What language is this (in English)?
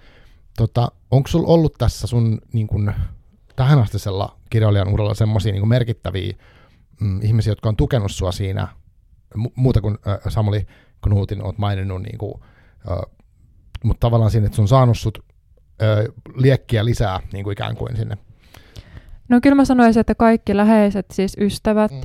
Finnish